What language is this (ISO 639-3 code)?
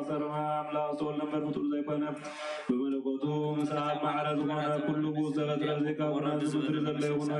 tir